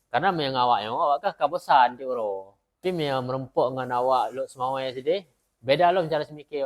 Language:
Achinese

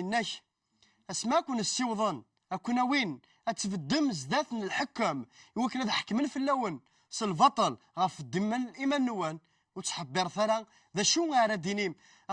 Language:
Kabyle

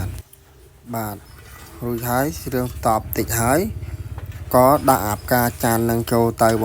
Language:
Khmer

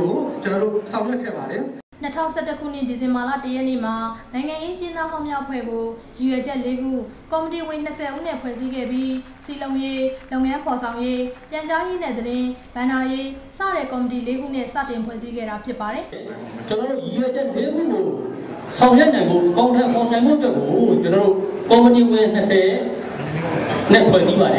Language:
Burmese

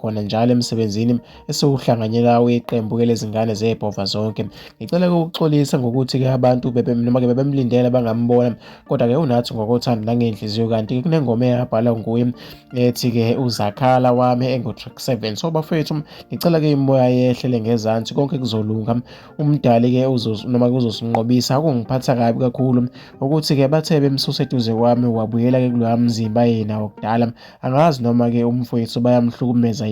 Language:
Zulu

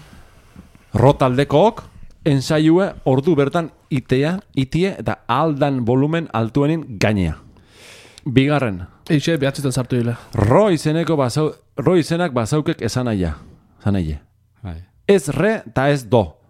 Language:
Basque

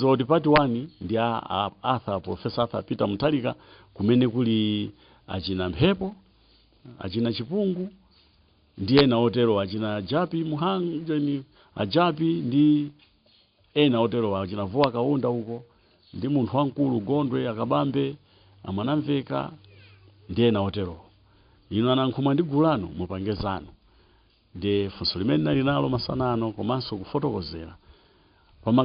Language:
Nyanja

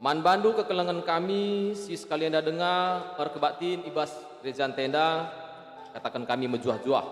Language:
Batak Karo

